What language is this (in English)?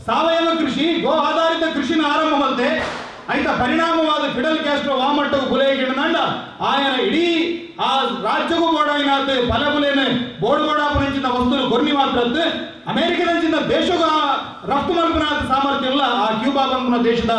Tulu